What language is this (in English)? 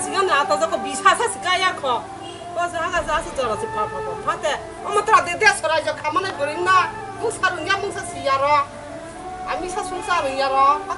Kok Borok